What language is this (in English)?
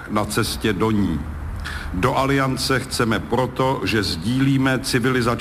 Czech